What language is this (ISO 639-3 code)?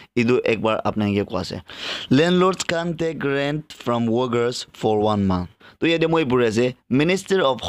nag